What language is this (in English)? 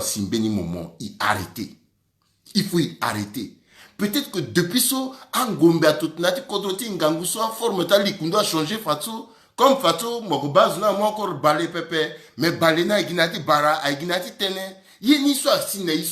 Sango